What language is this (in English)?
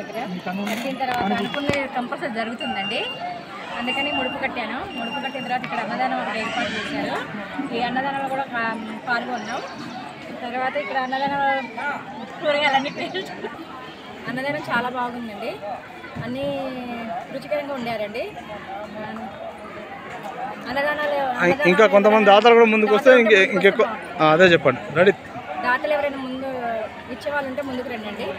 Telugu